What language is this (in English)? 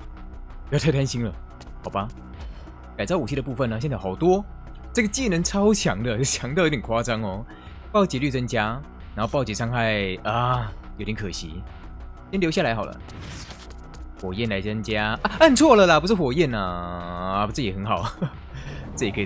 Chinese